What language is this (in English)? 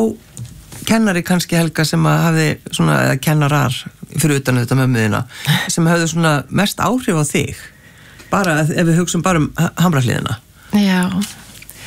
Icelandic